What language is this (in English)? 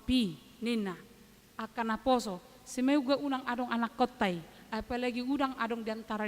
Batak Toba